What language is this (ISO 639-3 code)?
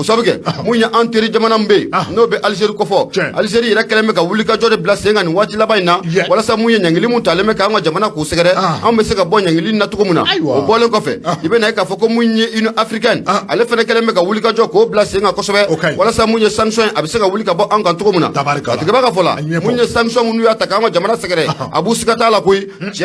bam